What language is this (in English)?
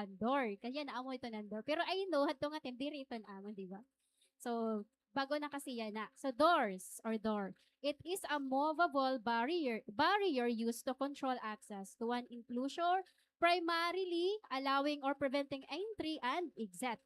Waray